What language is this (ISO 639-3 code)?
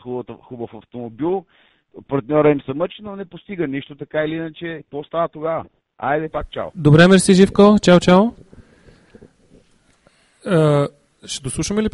bul